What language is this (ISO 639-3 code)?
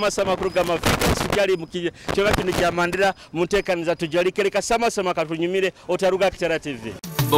nyo